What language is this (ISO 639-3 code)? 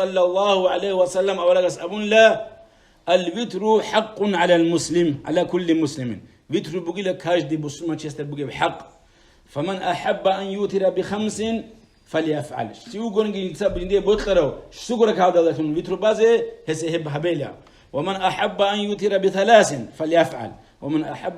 ava